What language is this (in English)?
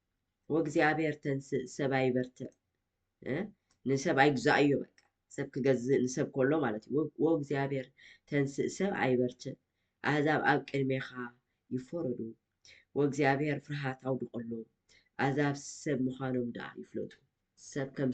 Tigrinya